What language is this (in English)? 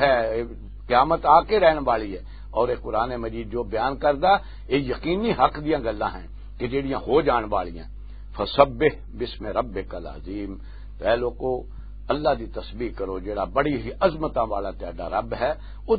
Western Panjabi